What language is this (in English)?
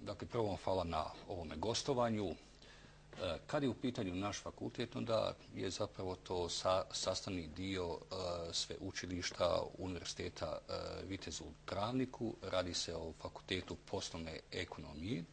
Bosnian